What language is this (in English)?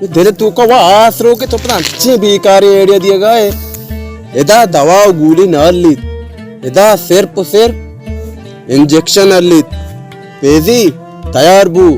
Baluchi